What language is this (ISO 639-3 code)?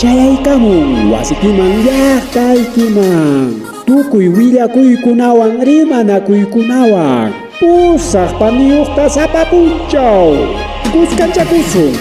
quy